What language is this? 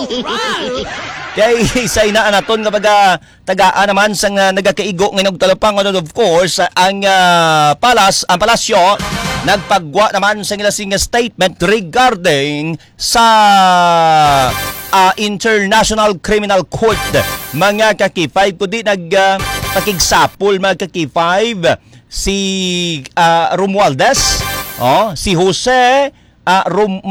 Hiligaynon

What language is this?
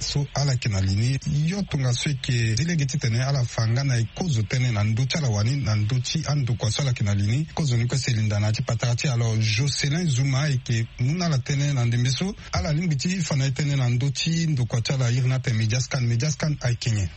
Sango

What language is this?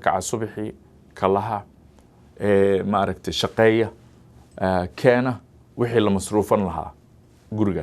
Somali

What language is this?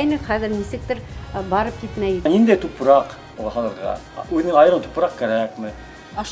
Bashkir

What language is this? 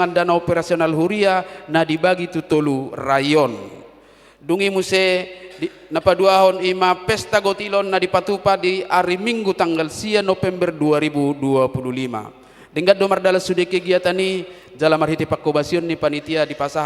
Batak Toba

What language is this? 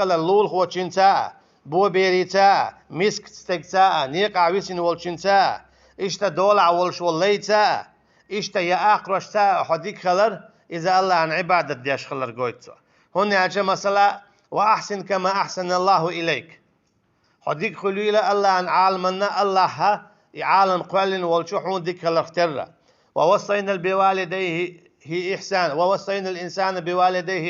Chechen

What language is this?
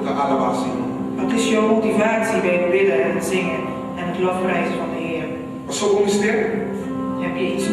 Papiamento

